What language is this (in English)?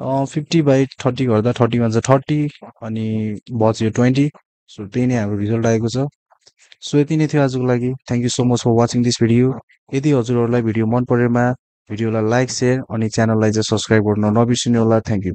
Nepali